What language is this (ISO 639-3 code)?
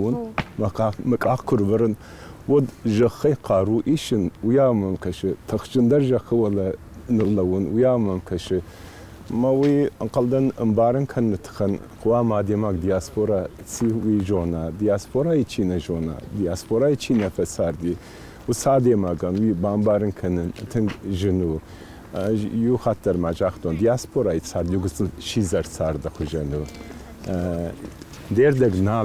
oss